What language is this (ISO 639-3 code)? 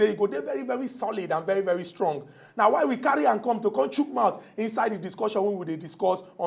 pcm